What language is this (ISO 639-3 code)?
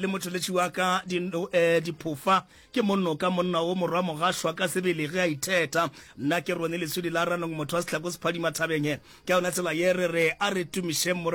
nso